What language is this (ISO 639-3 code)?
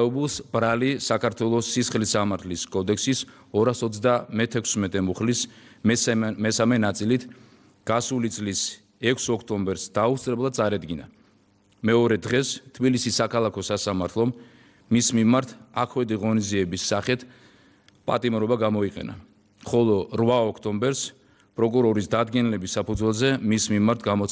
kat